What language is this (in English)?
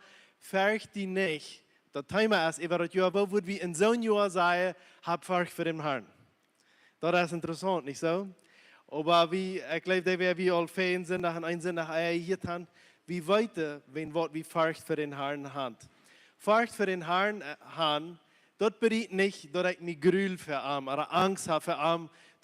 Plautdietsch